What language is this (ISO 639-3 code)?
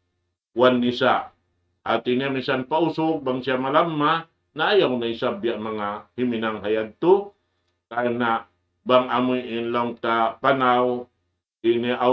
tsg